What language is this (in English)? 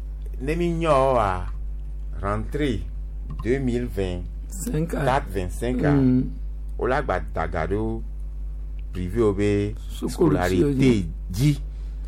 Gen